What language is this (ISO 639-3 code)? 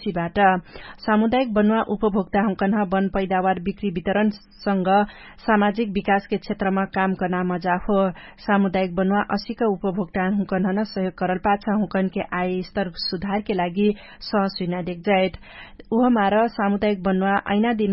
thl